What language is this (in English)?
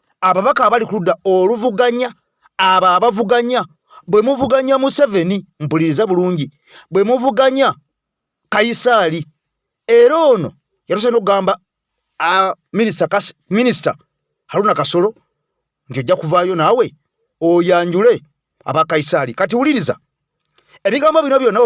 Ganda